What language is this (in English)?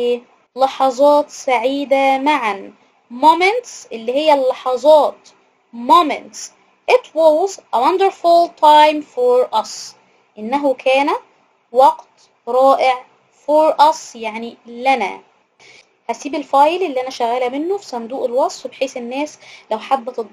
Egyptian Arabic